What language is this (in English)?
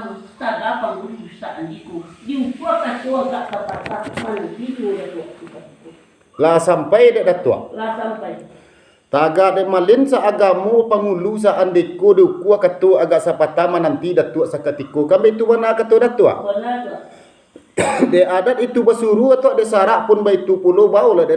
Minangkabau